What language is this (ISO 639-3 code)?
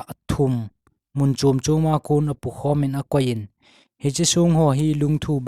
tcz